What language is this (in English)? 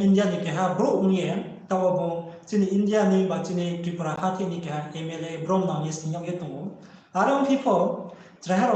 Riang (India)